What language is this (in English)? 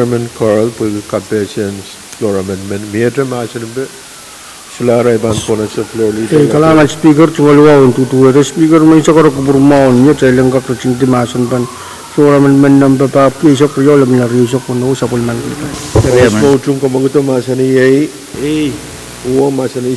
Pohnpeian